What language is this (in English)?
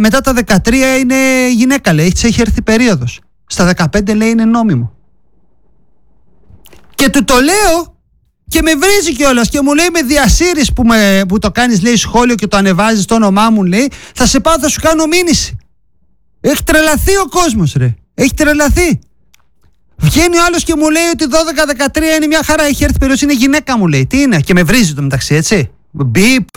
Greek